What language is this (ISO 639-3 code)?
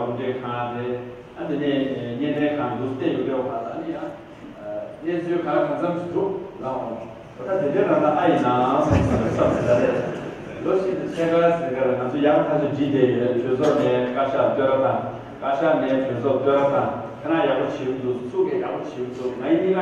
bod